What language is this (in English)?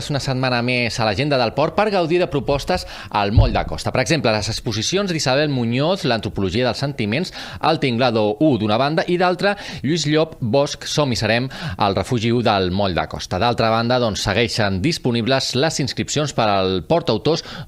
Catalan